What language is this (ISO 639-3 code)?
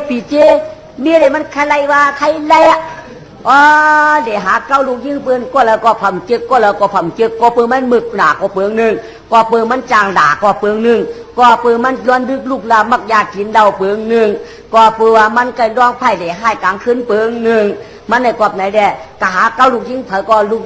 shn